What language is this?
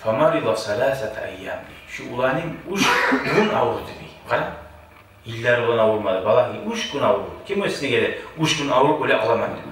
Kumyk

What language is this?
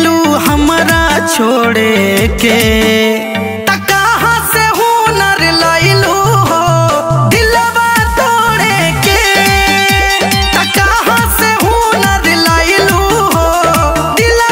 Bhojpuri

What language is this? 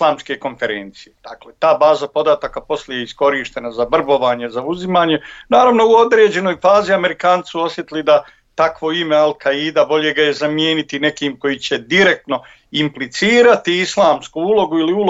Bosnian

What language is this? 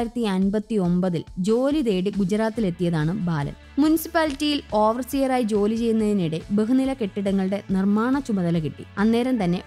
Malayalam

